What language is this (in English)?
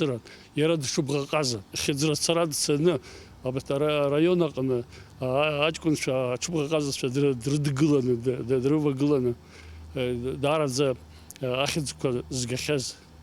Abkhazian